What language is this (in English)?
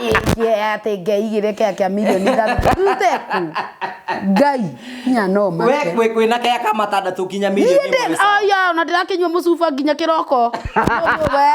Kikuyu